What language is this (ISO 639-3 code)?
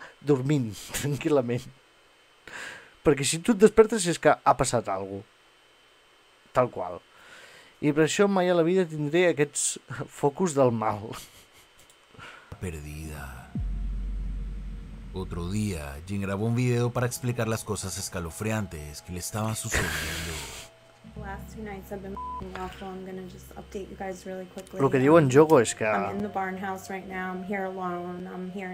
cat